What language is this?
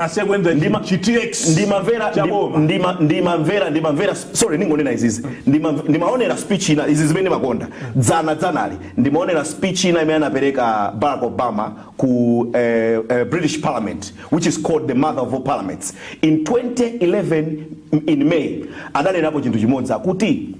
Nyanja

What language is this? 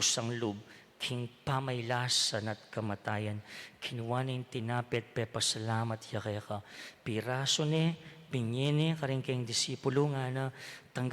Pampanga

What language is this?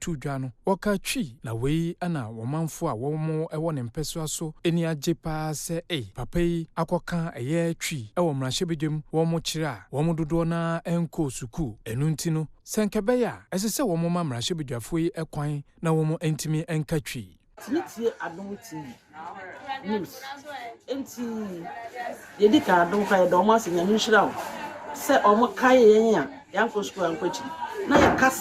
Akan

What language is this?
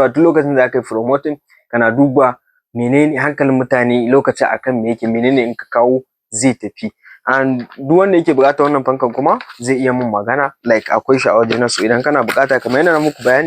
Hausa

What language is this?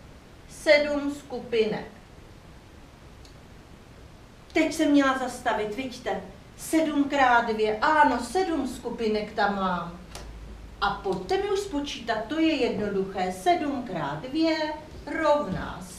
Czech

